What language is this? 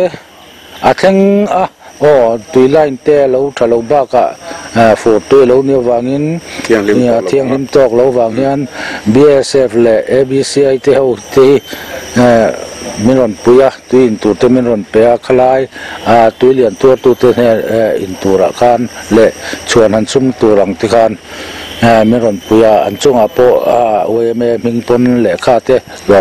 Mizo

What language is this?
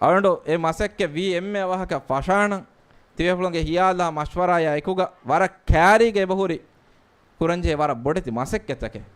Divehi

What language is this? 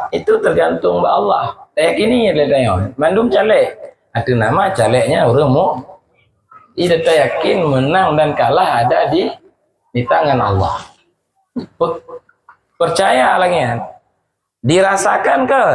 Achinese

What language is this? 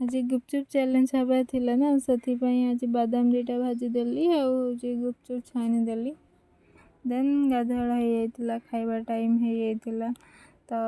Odia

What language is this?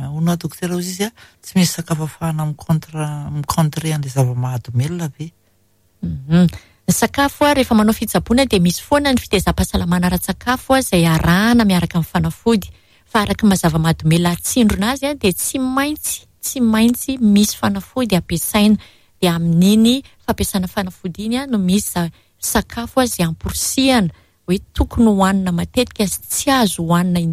Malagasy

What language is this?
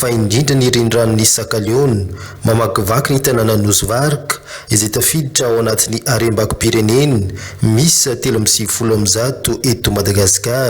Malagasy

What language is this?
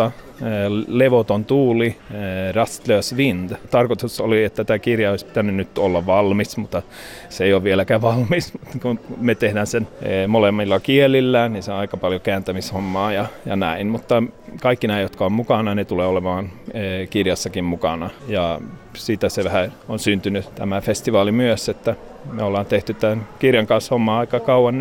Finnish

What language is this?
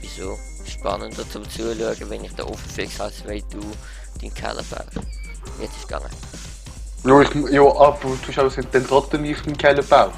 Swiss German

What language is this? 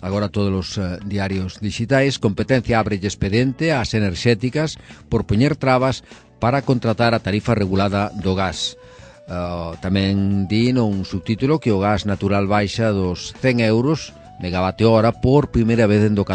Galician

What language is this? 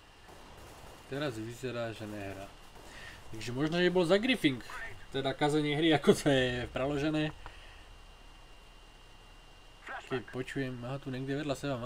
Slovak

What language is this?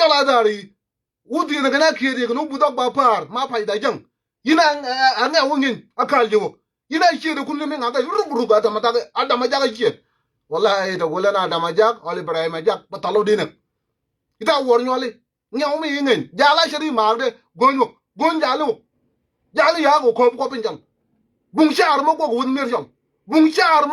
Nuer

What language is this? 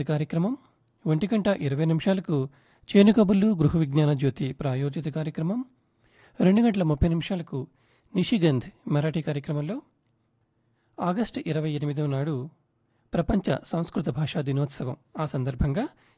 Telugu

